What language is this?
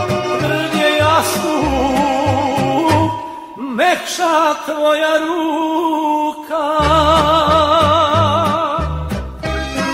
Serbian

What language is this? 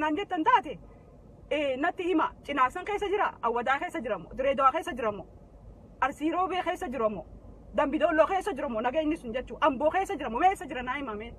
Oromo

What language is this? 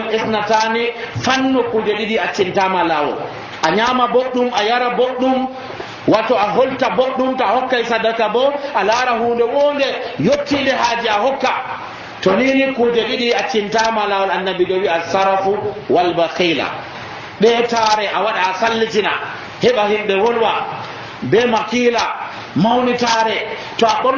Nigerian Fulfulde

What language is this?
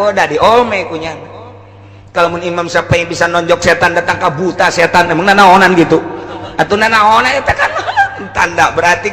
Sundanese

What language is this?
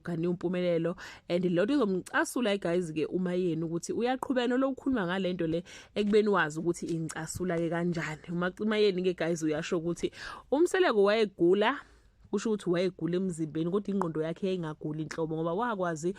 Zulu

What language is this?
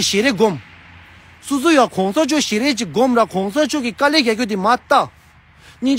Tibetan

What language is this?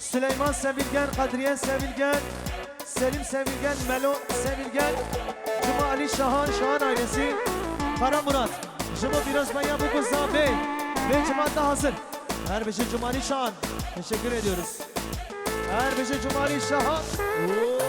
Kurdish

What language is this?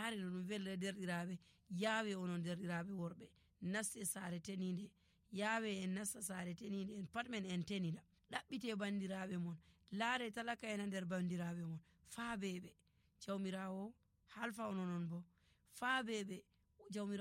Nigerian Fulfulde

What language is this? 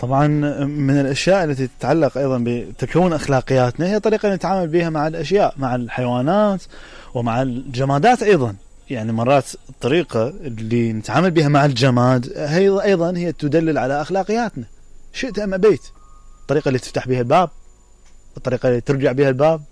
Mesopotamian Arabic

